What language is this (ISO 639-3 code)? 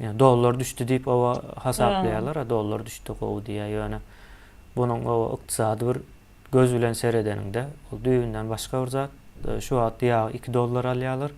tuk